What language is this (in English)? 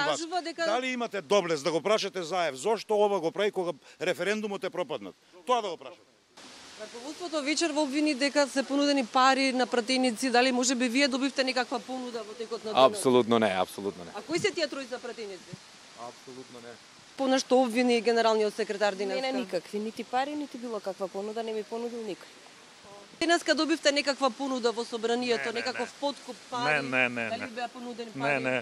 Macedonian